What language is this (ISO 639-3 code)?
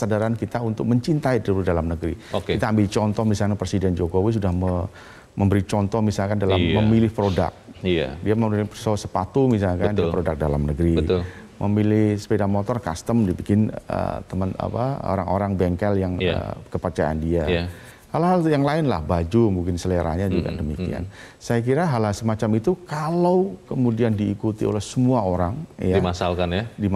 ind